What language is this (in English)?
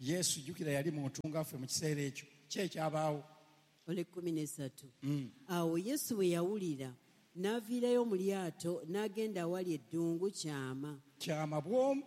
Ganda